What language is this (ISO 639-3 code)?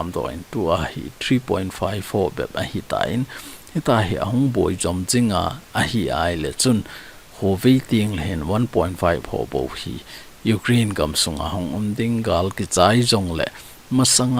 tcz